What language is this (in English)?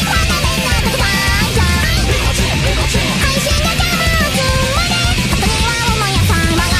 Japanese